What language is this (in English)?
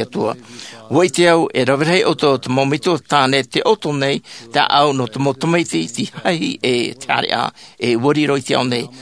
Tahitian